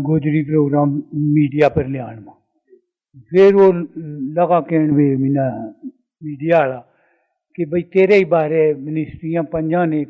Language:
Gujari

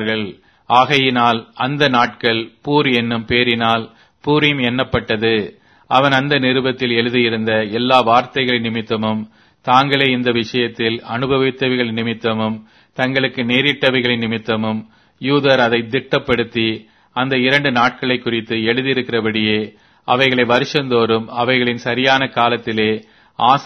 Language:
Tamil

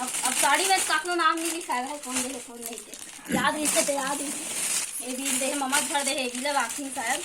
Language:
Chhattisgarhi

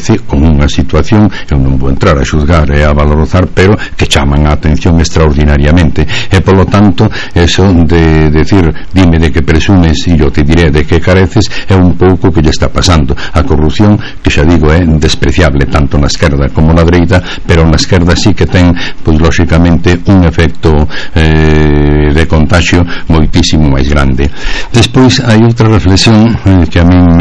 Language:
Galician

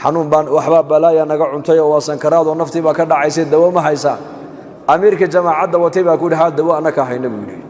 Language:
Somali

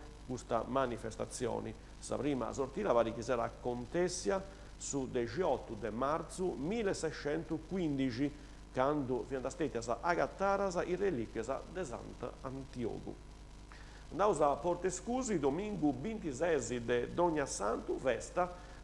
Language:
Sardinian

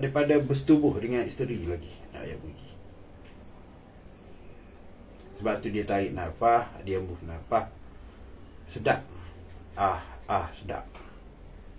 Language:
Malay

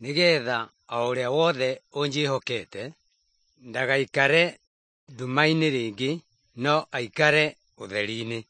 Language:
Kikuyu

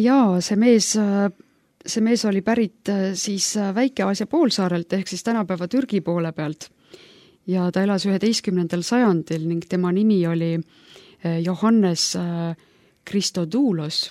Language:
Estonian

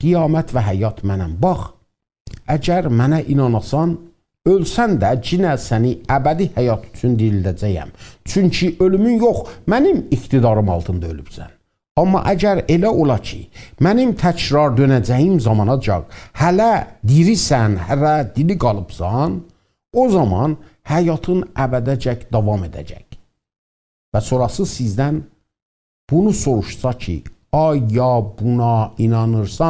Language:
South Azerbaijani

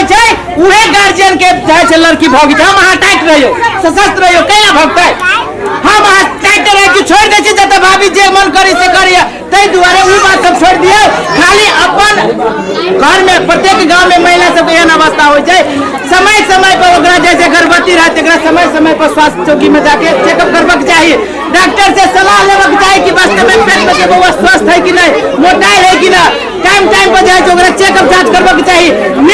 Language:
Maithili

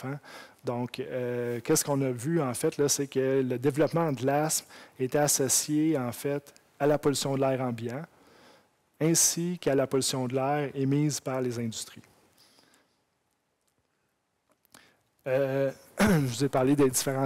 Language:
French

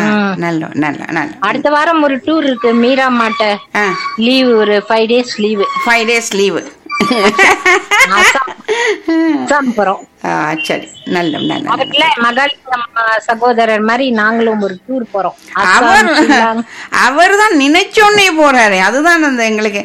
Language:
Tamil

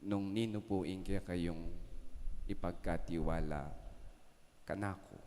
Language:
Pampanga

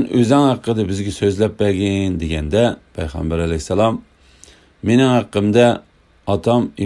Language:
Uyghur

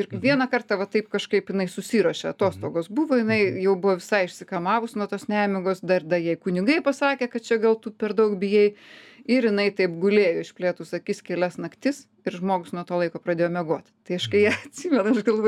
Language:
Lithuanian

